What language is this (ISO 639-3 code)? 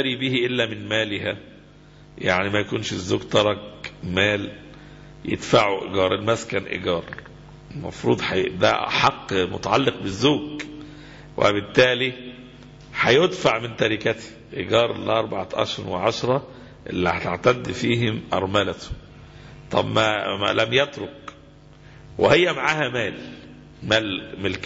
arz